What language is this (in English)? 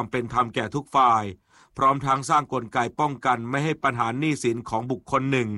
Thai